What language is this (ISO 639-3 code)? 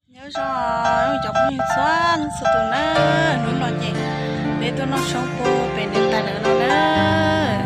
hmn